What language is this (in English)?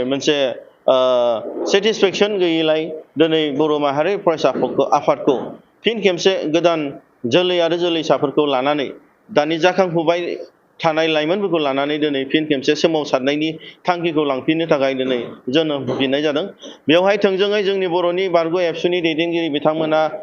Bodo